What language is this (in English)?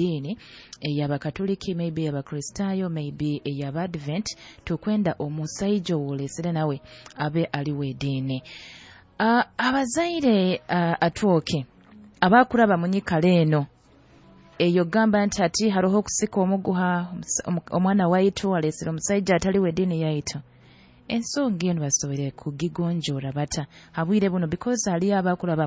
Nyoro